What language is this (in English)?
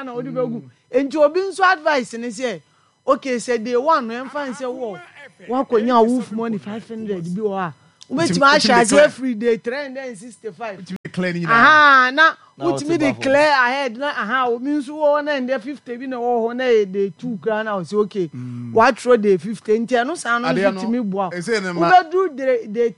Akan